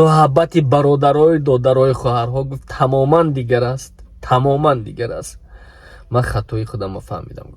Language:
Tajik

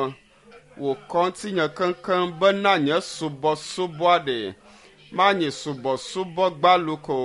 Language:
Ewe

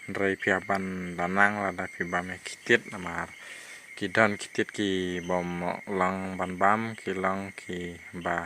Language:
Khasi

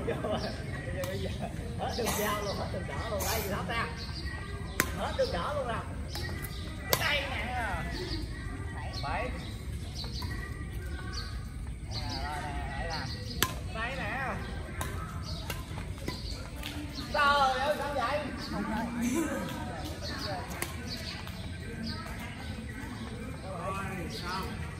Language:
Vietnamese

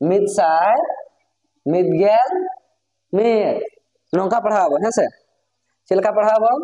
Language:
Santali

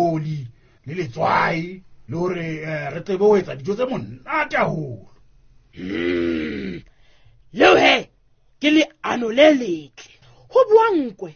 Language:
Southern Sotho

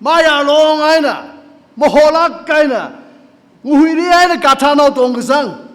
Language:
Tangkhul Naga (India)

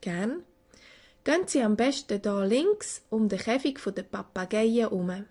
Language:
Swiss German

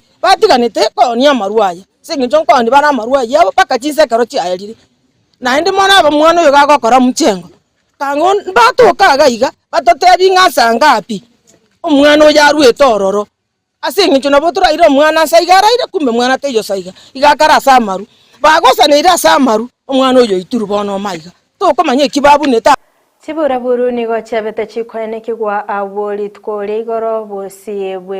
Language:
Gusii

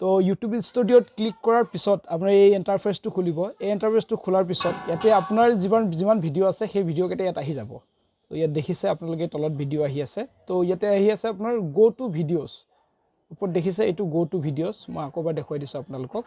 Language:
Assamese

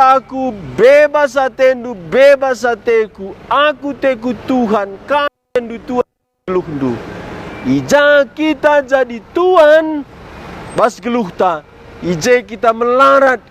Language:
Batak Karo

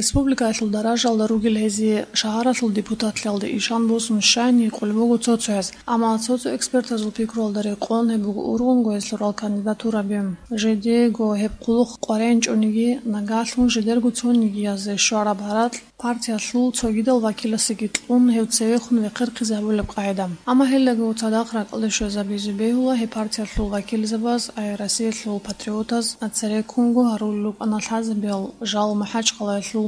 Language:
Avaric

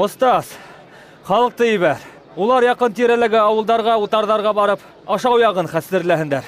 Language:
Bashkir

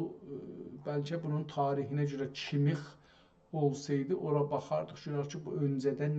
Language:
South Azerbaijani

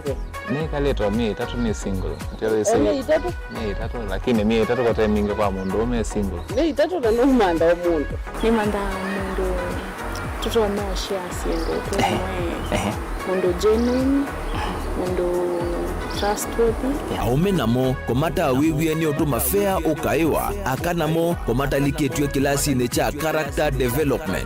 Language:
Kamba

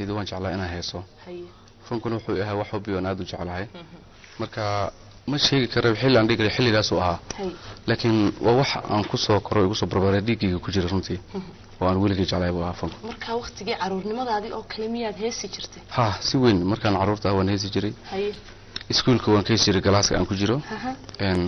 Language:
Somali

